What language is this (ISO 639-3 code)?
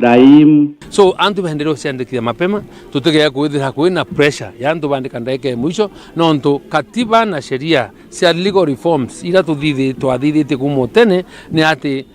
mer